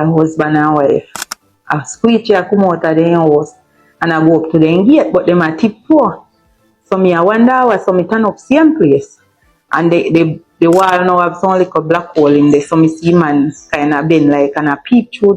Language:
Jamaican Creole English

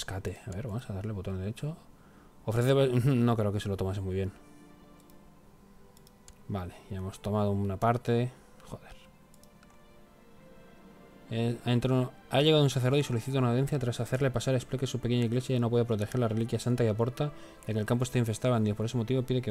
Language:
Spanish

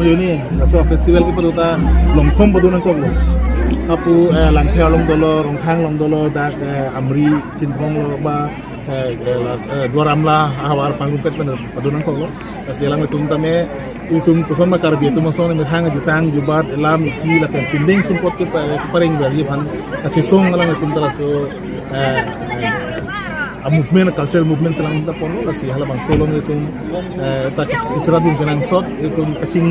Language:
Karbi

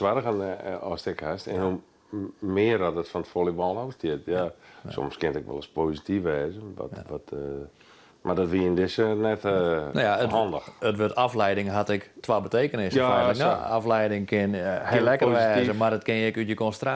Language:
Western Frisian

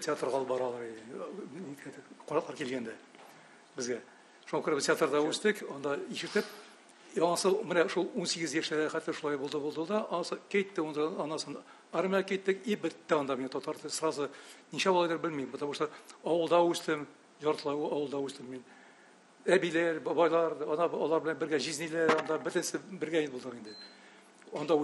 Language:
Tatar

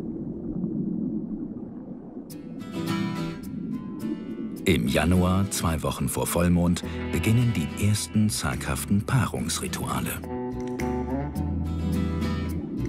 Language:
German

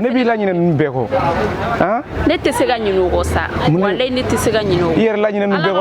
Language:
Bambara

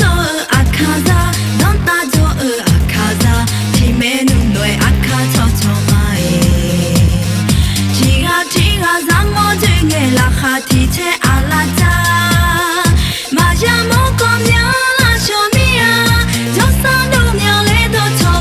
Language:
Akha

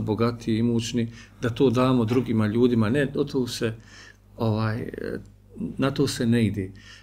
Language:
Bosnian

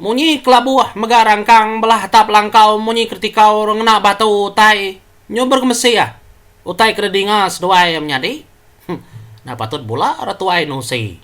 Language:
Iban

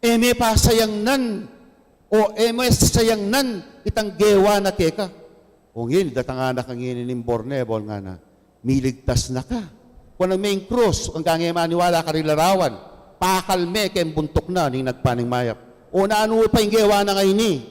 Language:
Pampanga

